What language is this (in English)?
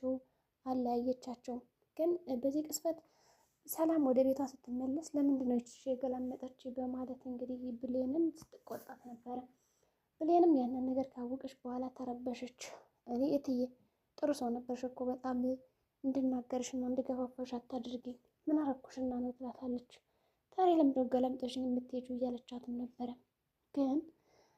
Amharic